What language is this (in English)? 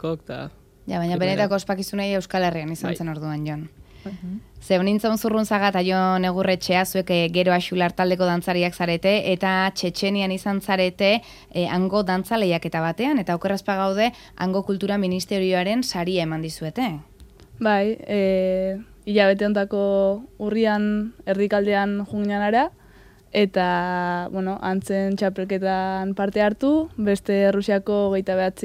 Basque